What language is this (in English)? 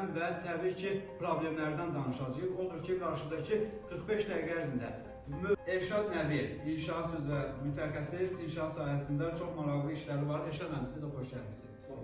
Azerbaijani